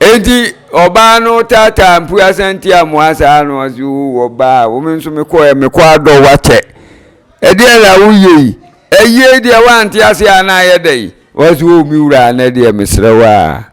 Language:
Akan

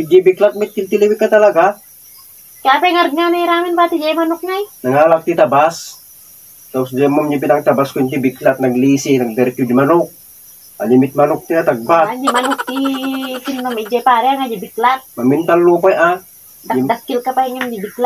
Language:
Iloko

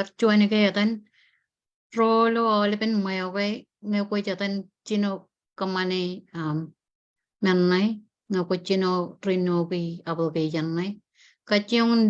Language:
Marshallese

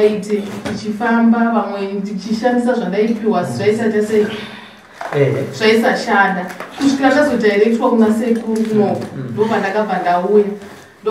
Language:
Shona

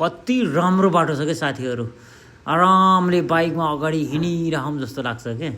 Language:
Nepali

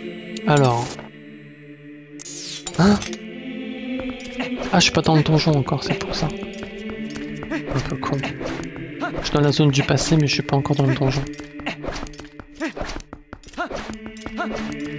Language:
French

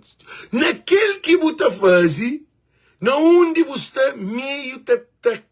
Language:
Kabuverdianu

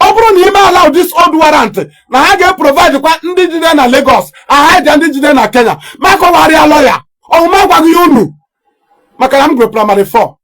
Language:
Igbo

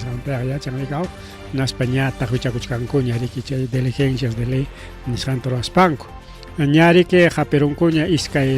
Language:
Ayacucho Quechua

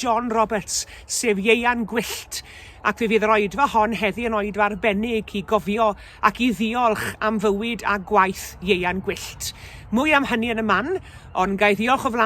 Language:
Welsh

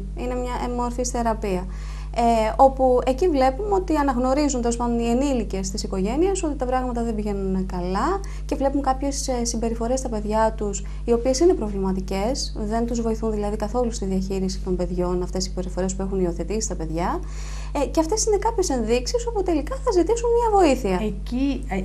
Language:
Greek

